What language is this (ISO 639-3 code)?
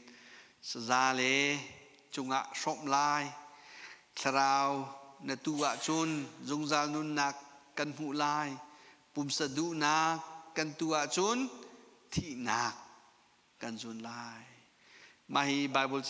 cnh